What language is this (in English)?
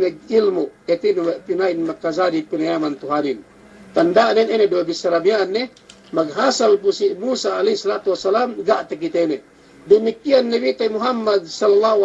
Yakan